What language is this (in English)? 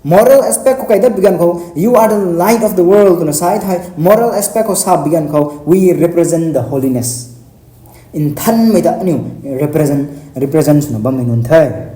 Rongmei Naga